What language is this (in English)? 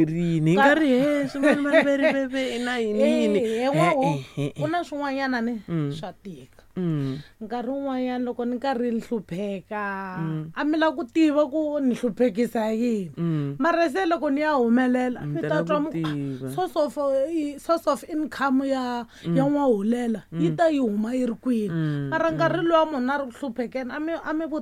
Tsonga